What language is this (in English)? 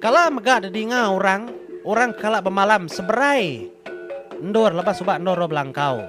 Iban